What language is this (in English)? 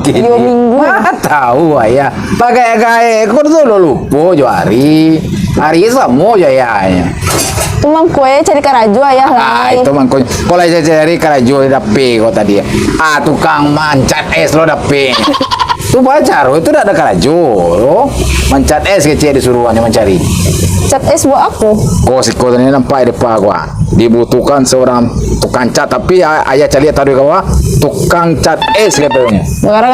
Minangkabau